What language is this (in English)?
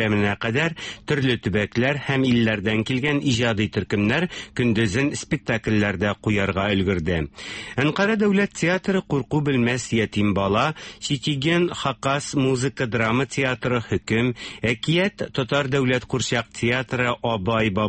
Tatar